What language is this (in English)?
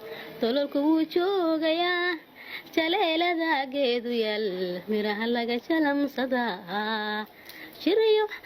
Somali